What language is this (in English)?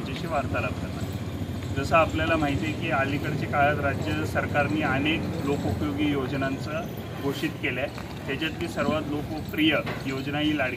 Marathi